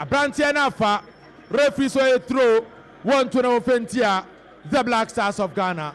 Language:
Akan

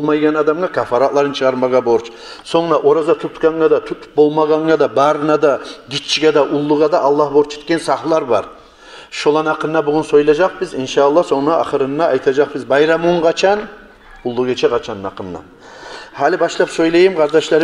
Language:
Kumyk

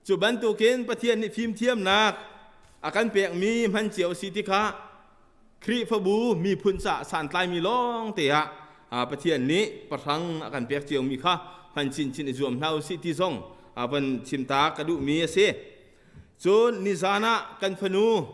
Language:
Hakha Chin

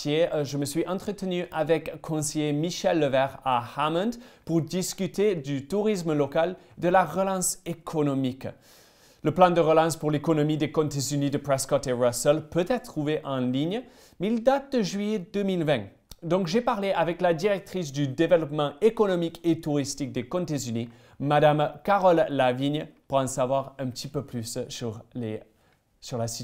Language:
French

